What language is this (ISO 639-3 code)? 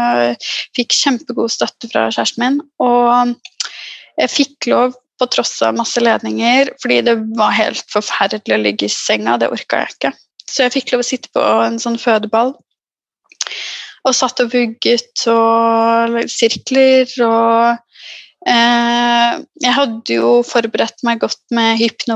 nor